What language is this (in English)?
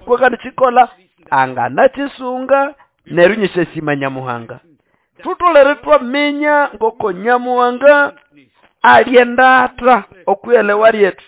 Nande